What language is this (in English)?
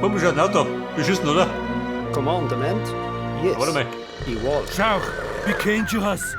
Bavarian